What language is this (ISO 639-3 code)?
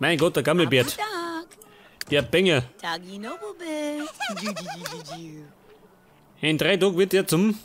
bar